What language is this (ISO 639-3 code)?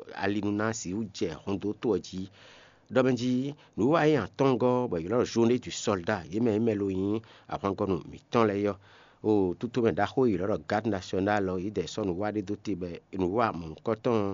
fon